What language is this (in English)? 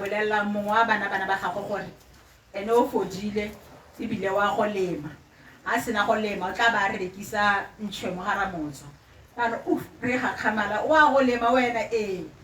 Tswana